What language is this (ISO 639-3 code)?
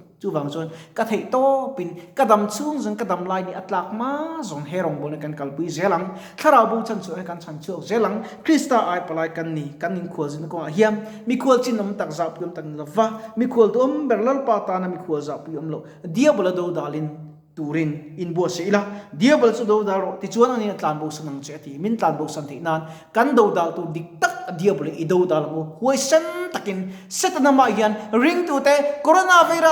lus